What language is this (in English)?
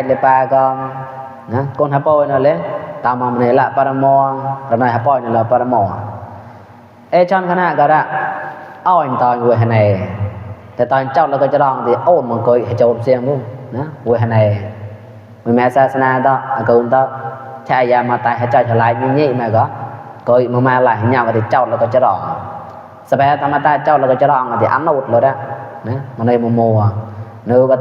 Mon